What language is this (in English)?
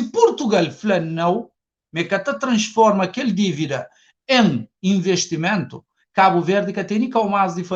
Kabuverdianu